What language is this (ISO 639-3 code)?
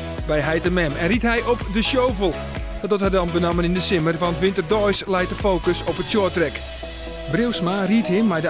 fry